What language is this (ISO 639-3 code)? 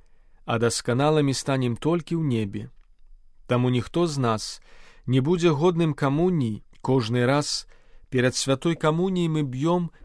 bel